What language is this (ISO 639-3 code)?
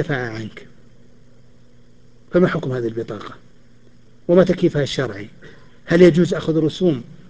ara